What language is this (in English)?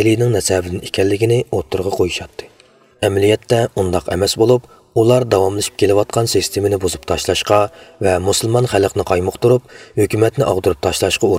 Uyghur